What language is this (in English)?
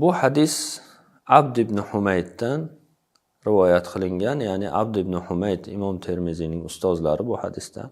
Uzbek